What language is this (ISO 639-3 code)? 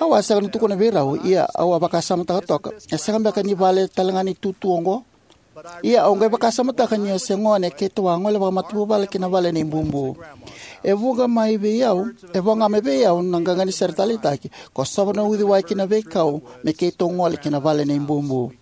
fij